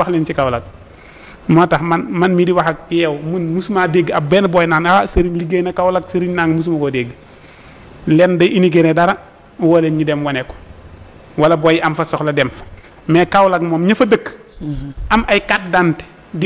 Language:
Wolof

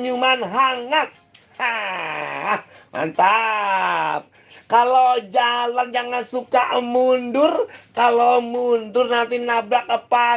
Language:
Betawi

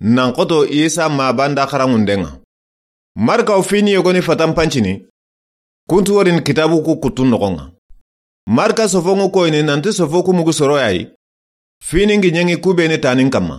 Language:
Soninke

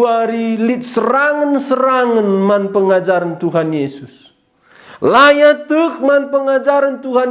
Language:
Batak Karo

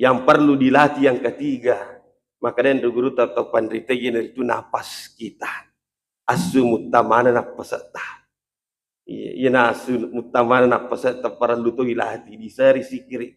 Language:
Buginese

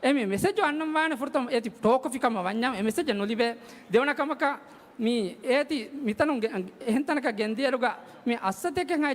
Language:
Divehi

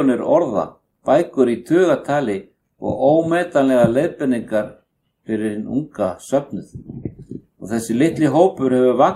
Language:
Icelandic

